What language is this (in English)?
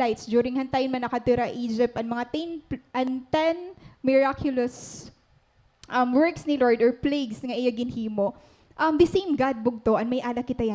Waray